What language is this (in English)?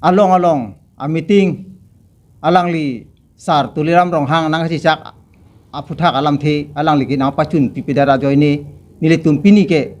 Karbi